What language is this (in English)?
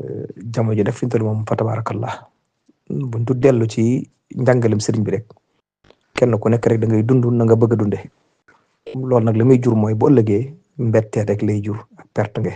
Wolof